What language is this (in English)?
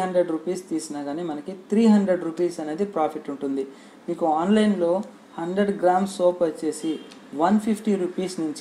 Telugu